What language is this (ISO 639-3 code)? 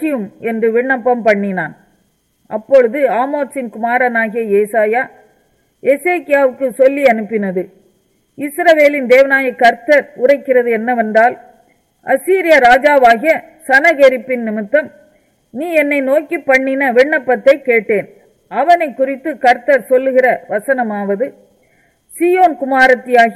tam